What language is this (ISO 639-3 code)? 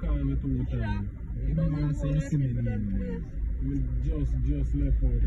jam